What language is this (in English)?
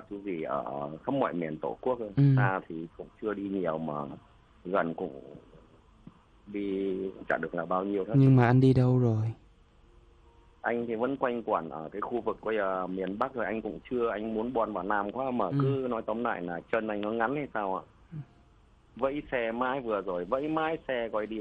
Vietnamese